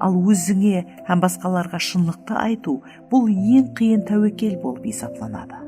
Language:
Kara-Kalpak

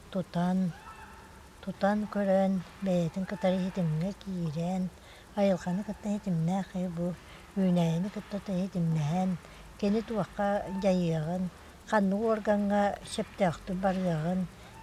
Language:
Yakut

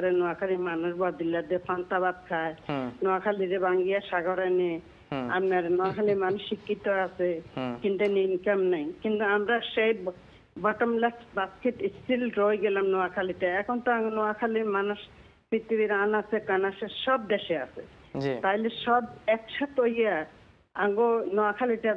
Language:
Bangla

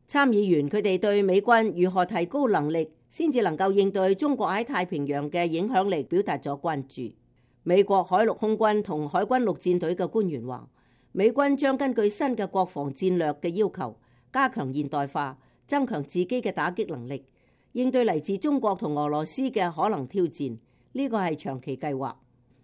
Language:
Cantonese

